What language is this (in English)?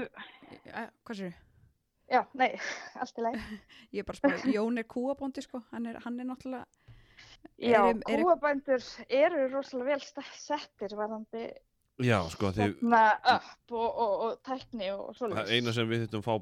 Icelandic